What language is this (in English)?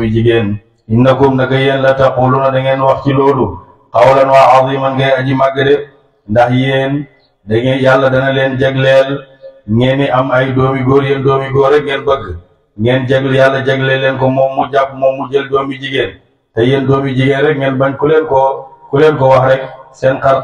Wolof